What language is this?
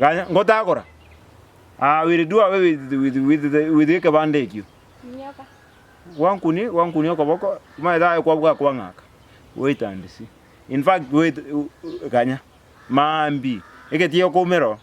Gusii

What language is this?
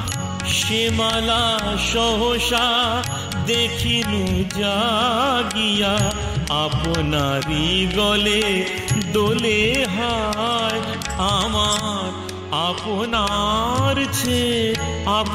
Bangla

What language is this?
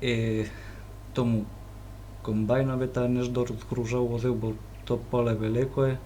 Rusyn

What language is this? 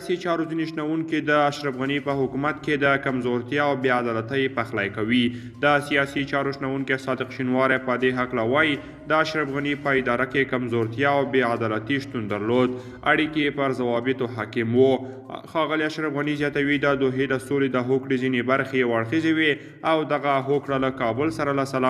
Pashto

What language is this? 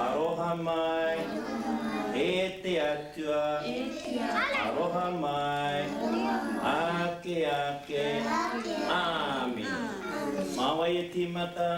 Māori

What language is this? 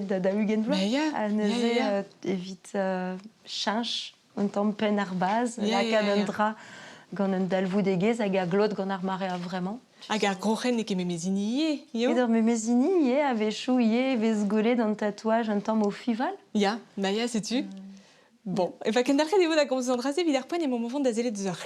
Breton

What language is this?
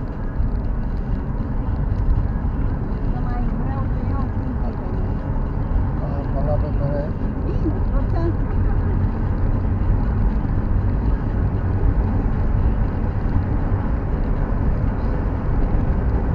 Romanian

